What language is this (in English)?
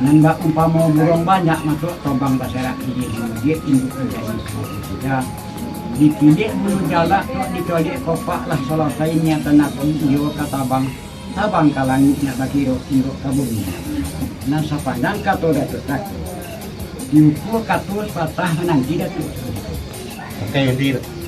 Minangkabau